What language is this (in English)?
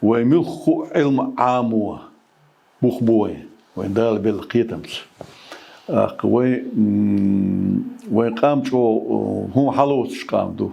Chechen